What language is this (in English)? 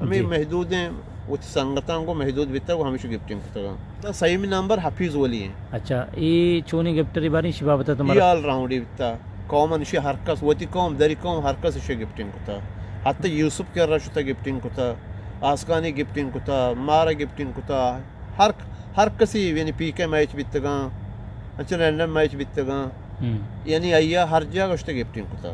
Eastern Balochi